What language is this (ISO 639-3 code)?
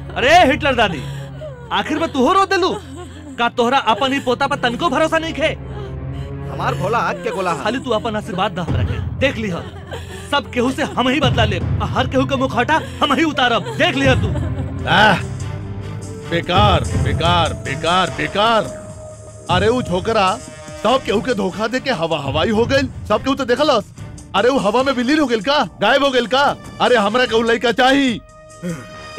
bho